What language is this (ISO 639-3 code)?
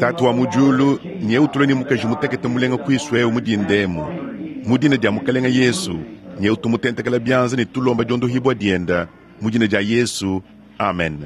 lua